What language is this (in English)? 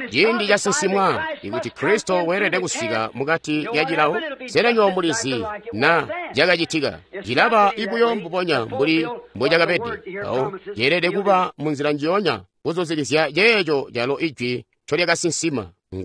Tonga (Zambia)